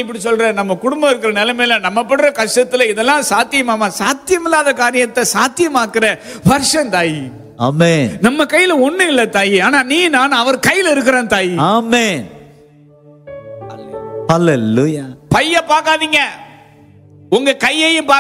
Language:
Tamil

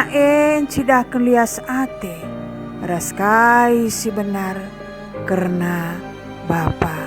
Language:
Batak Karo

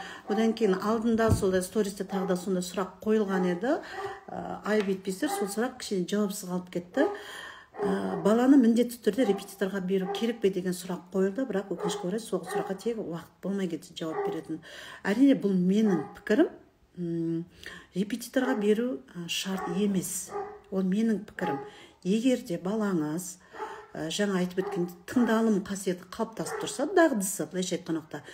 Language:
Kazakh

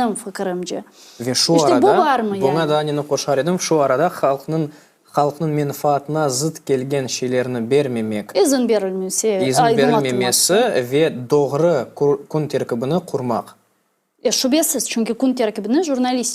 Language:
Crimean Tatar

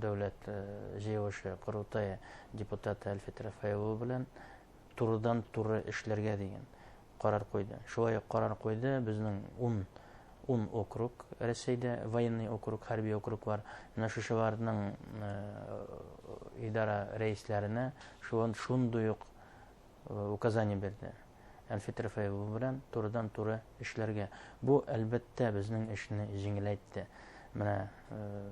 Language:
Bashkir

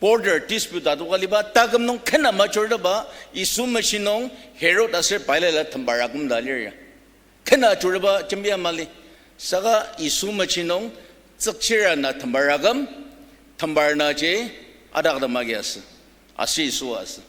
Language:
Ao Naga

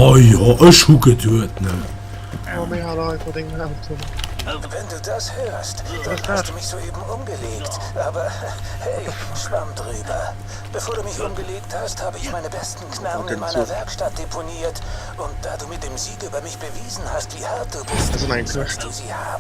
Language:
Luxembourgish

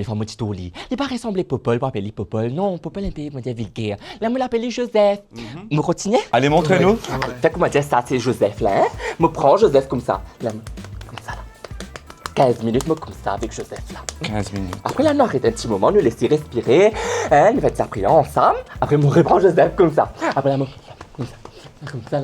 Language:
Morisyen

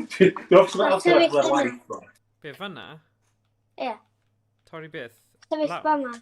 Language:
Welsh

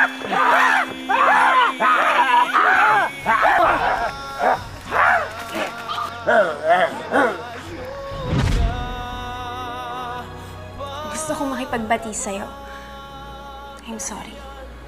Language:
Filipino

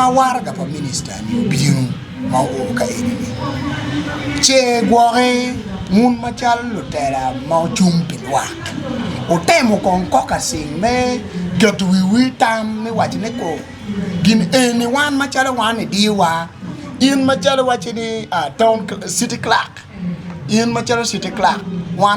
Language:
Acoli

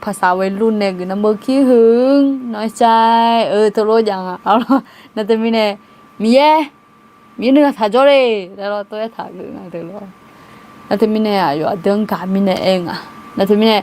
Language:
Akha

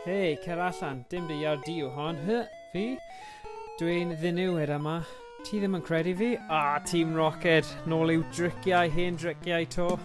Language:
Welsh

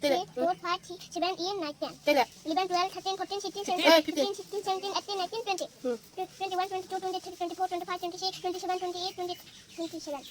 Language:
Kok Borok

